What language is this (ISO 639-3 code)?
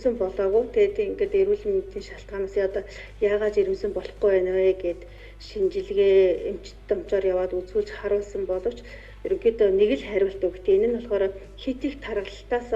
mon